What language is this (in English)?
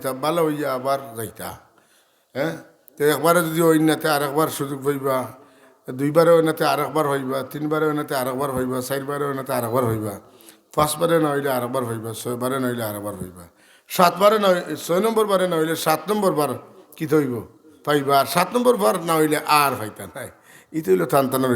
Sylheti